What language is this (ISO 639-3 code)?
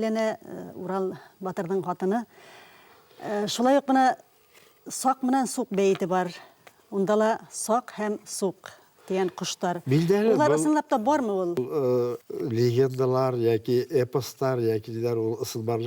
bak